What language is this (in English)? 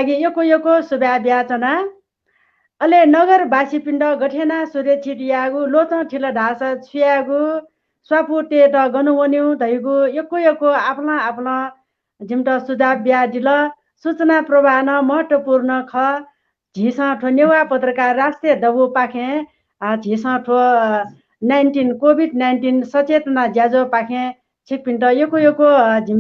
Newari